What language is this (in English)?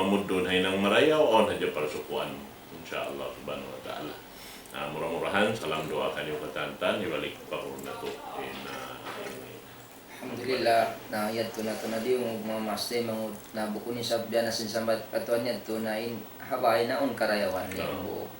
Tausug